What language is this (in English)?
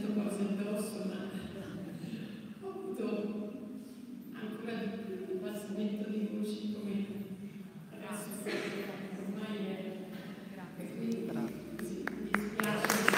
Italian